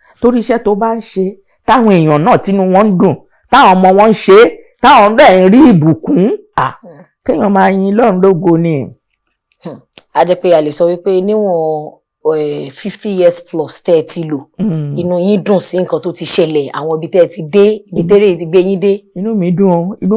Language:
Yoruba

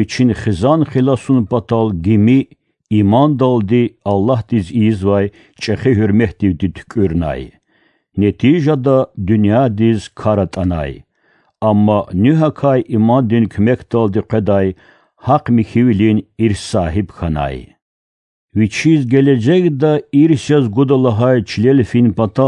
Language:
Lezghian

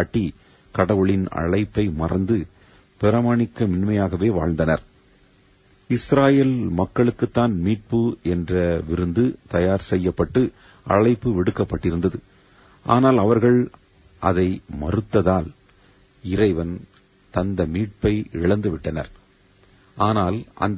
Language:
Tamil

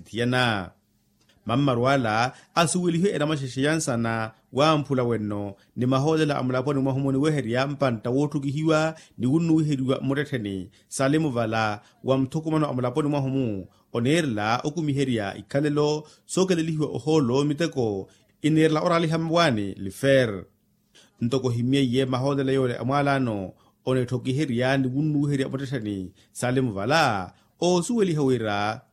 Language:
Makhuwa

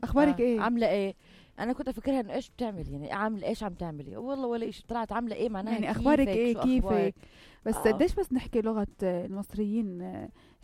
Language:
North Levantine Arabic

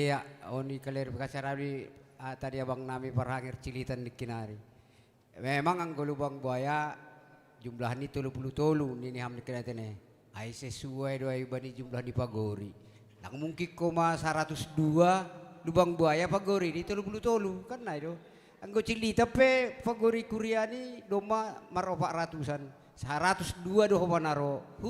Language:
Batak Simalungun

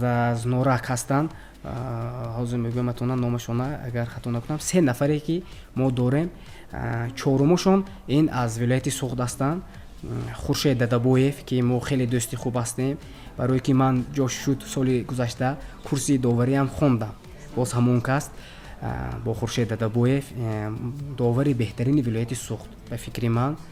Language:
Tajik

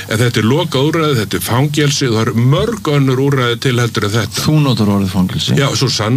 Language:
Icelandic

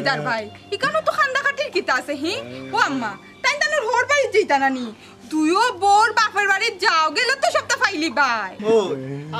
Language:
Sylheti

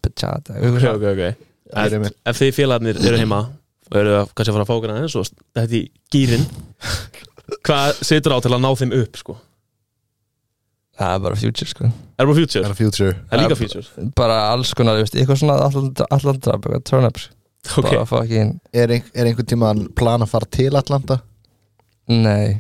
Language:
Icelandic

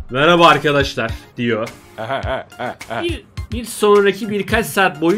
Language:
Turkish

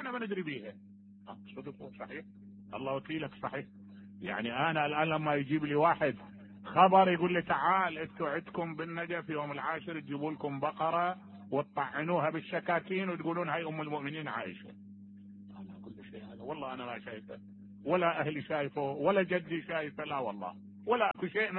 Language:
Mesopotamian Arabic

